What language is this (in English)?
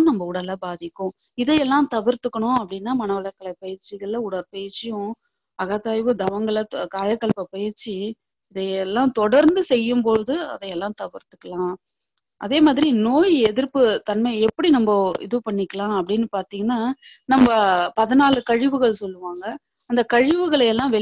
Tamil